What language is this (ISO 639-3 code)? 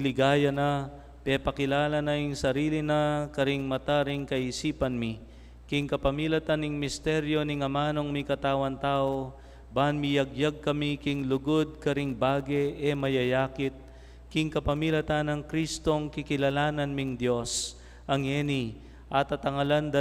pam